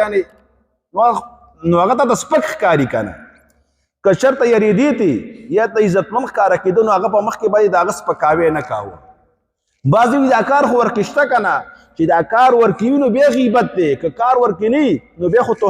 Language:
Pashto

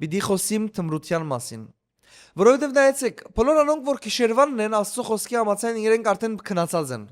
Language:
Western Armenian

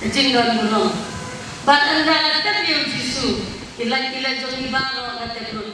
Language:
Khasi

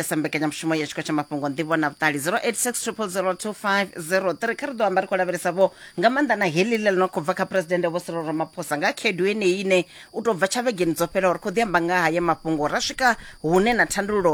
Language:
Venda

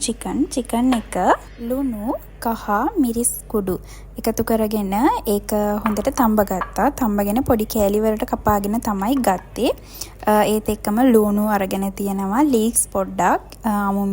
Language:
Sinhala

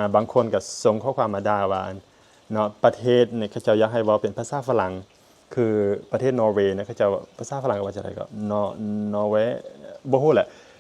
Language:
Lao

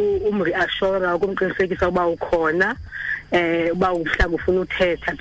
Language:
Xhosa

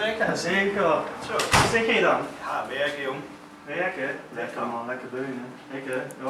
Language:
Limburgish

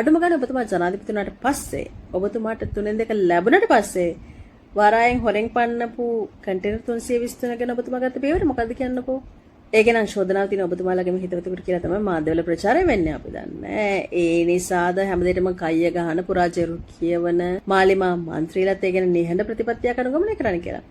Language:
Sinhala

